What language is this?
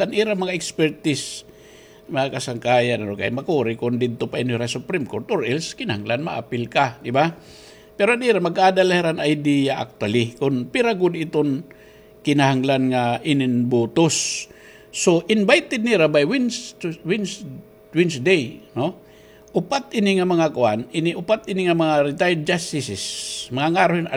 Waray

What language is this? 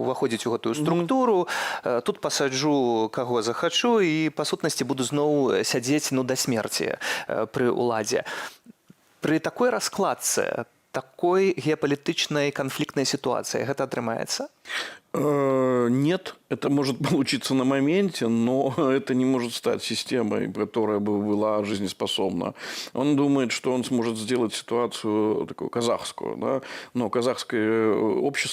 Belarusian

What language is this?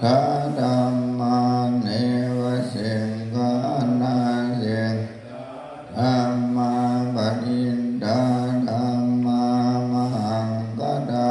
Pali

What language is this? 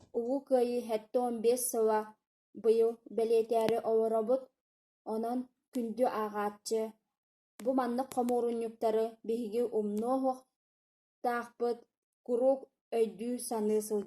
Yakut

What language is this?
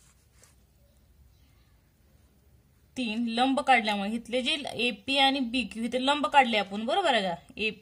Marathi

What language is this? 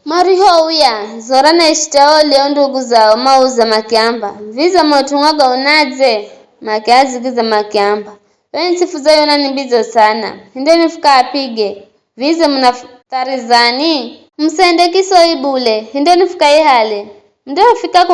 Giryama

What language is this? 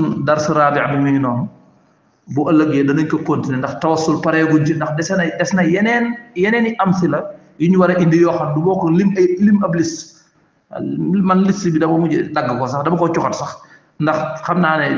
Wolof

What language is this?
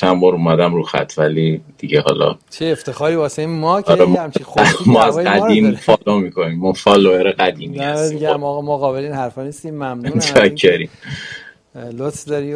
Persian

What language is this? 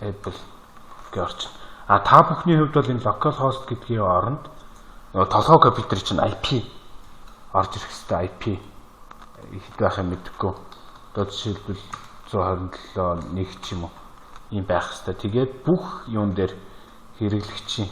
Mongolian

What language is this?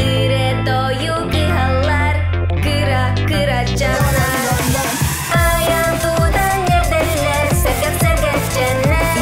Yakut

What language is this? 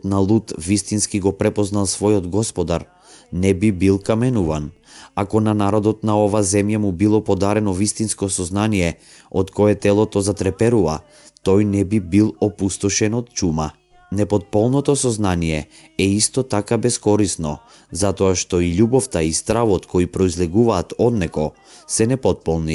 Macedonian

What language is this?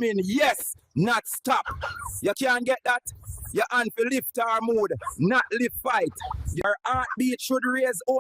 Jamaican Creole English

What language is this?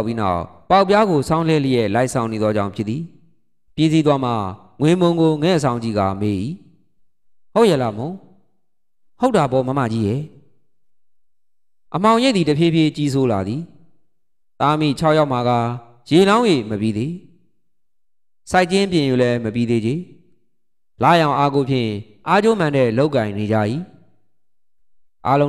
Burmese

